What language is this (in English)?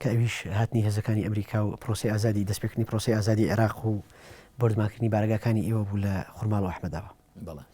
Central Kurdish